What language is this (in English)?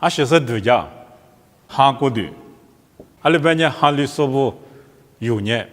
Lisu